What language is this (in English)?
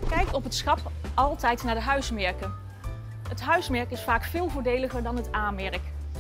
Dutch